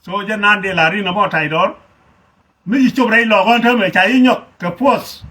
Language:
Nuer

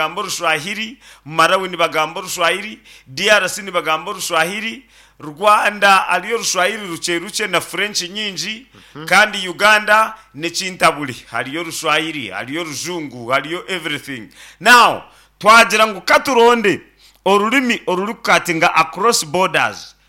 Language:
Nyankole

